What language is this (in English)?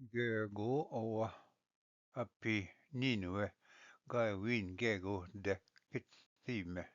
Ojibwa